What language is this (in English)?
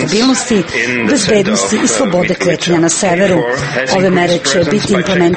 Serbian